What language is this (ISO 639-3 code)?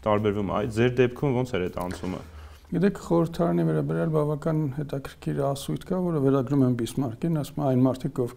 hye